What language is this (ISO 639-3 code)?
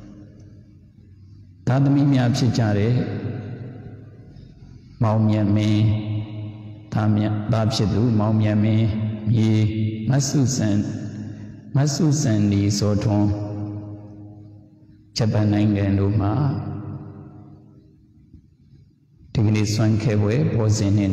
mya